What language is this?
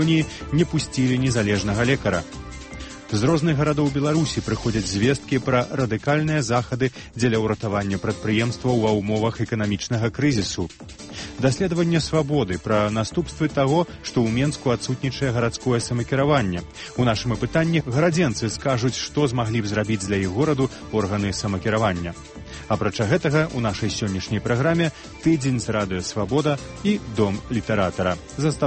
Belarusian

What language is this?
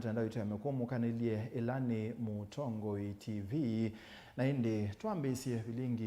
Kamba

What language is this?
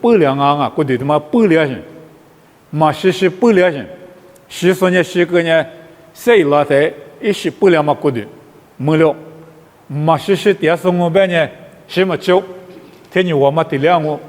Lisu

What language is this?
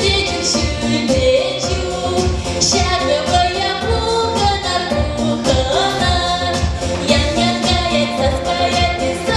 Chuvash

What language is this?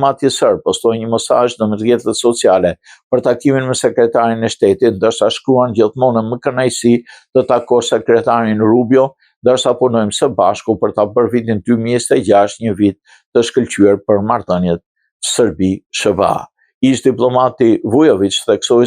Albanian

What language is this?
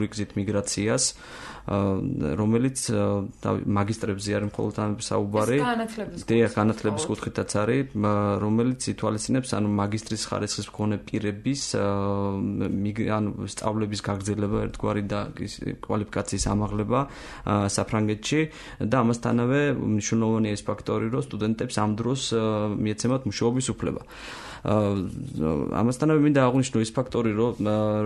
Georgian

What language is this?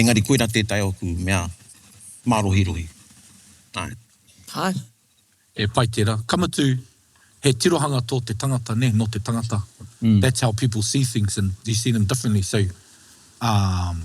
Māori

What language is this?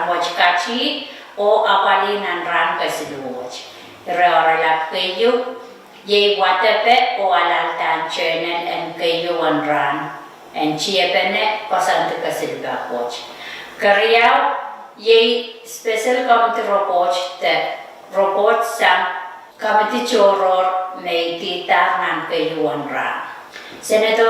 Pohnpeian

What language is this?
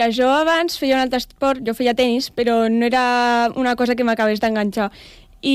Catalan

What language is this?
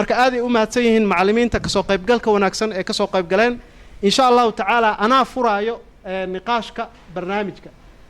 Somali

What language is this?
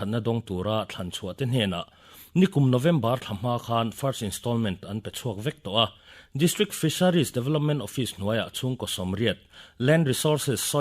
Mizo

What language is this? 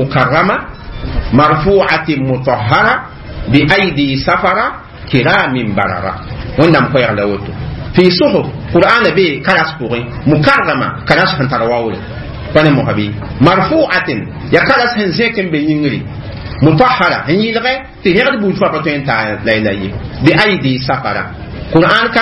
Mossi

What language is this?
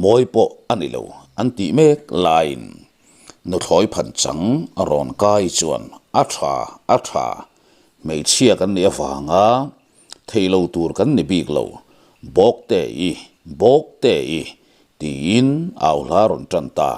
Mizo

